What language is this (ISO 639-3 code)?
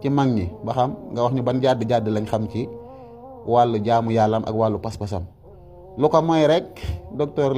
wol